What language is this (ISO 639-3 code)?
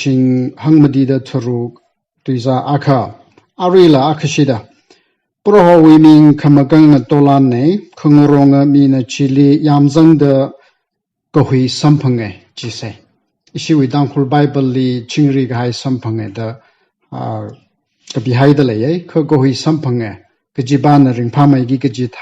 nmf